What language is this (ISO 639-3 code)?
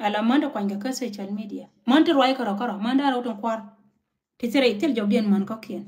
nus